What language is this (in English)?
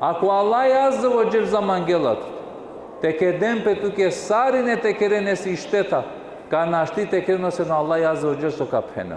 Balkan Romani